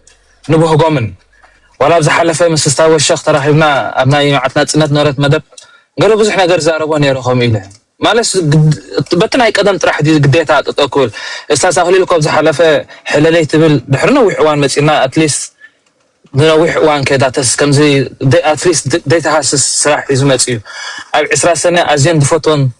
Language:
Tigrinya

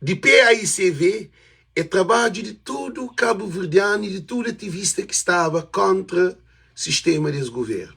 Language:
Kabuverdianu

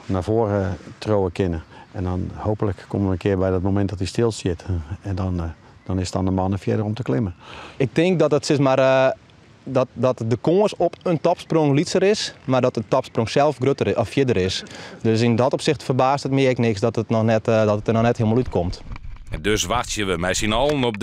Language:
Western Frisian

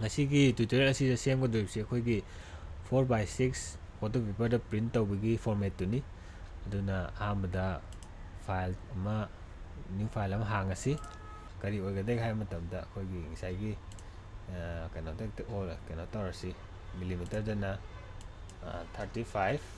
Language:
Manipuri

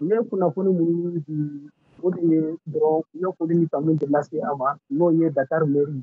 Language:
Bambara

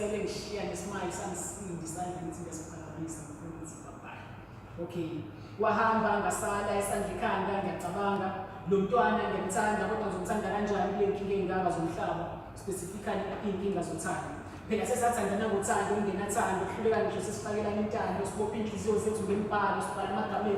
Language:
Zulu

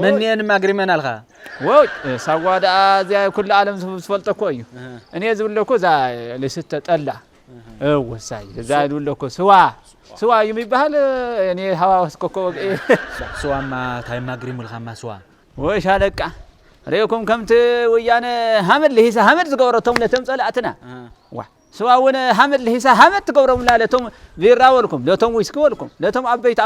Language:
Tigrinya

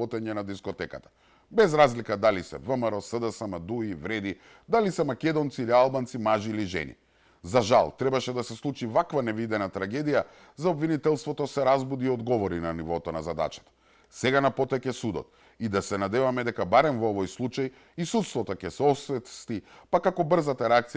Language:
Macedonian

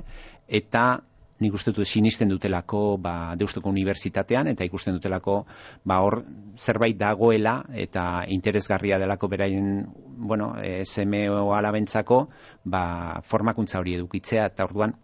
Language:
Basque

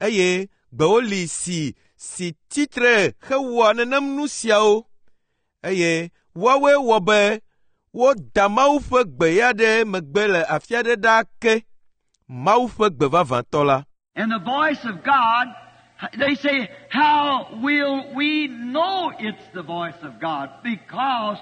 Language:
Ewe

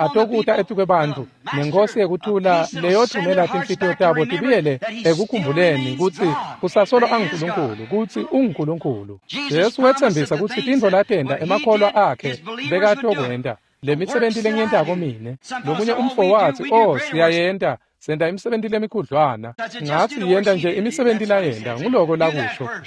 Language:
Swati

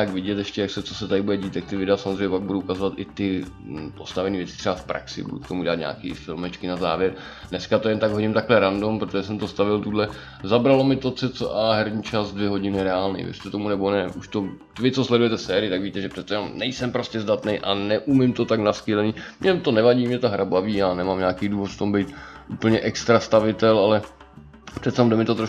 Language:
Czech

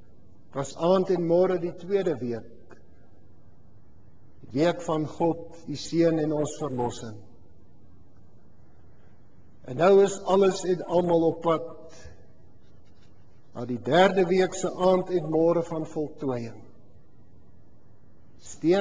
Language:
Afrikaans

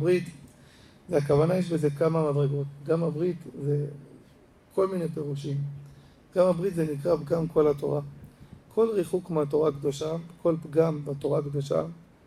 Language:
Hebrew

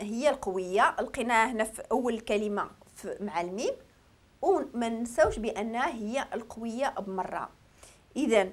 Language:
Moroccan Arabic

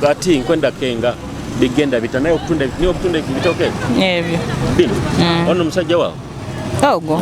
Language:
Tooro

